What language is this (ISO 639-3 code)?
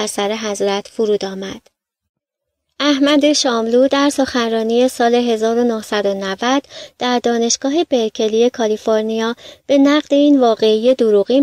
fas